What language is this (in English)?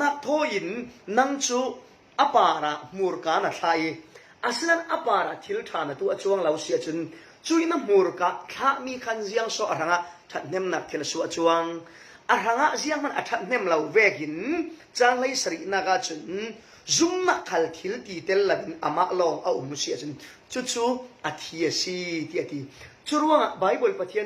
Falam Chin